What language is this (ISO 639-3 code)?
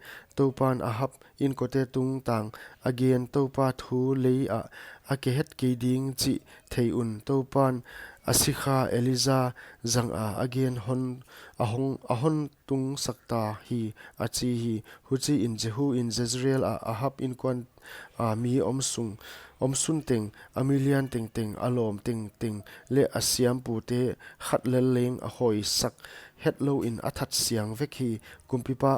pck